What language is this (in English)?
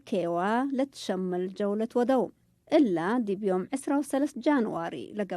Tigre